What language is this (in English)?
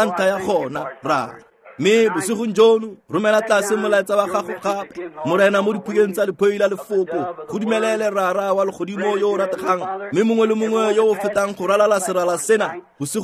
Tswana